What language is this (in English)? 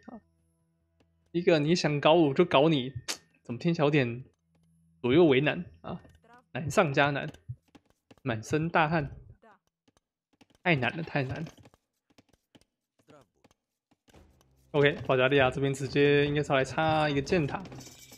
Chinese